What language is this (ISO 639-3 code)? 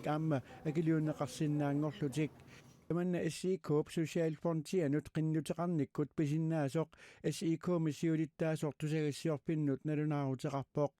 kal